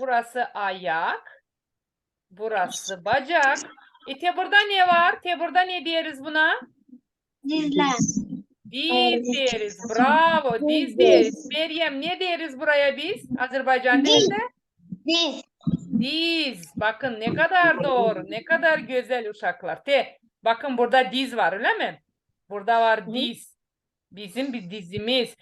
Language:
Gagauz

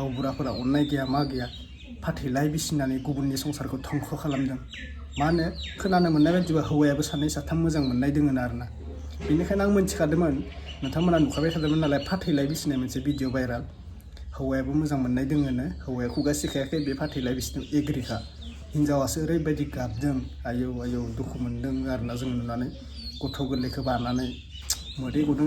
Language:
Bodo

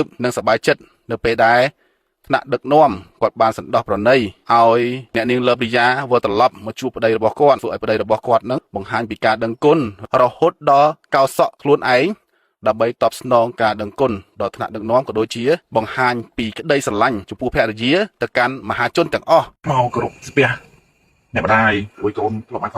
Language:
Khmer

